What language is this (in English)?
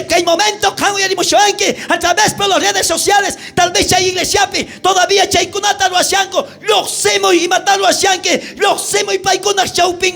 South Bolivian Quechua